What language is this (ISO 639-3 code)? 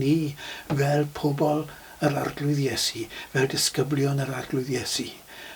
cym